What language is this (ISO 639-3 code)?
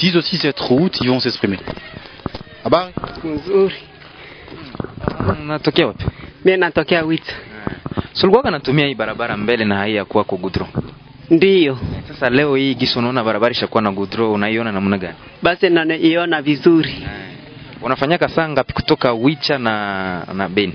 swa